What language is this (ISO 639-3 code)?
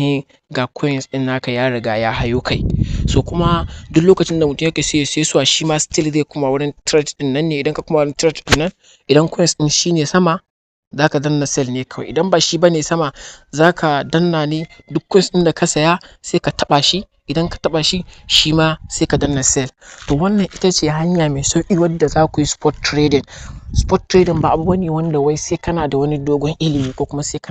hau